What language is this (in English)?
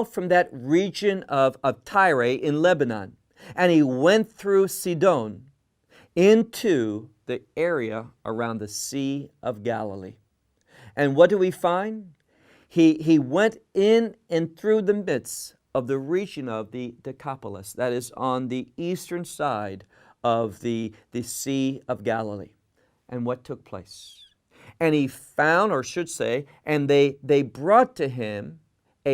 English